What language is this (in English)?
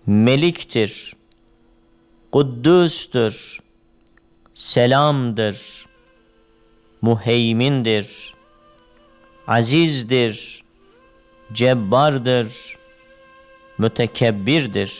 Turkish